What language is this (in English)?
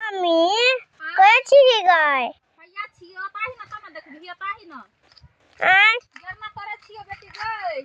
Maithili